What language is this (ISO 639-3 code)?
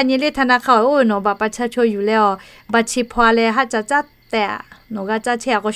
lhu